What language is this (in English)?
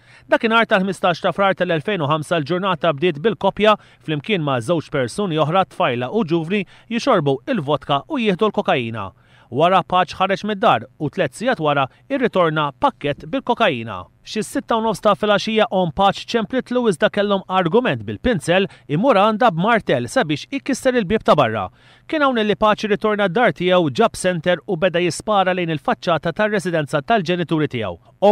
Maltese